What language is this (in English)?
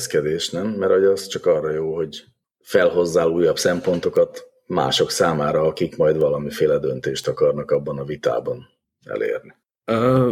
Hungarian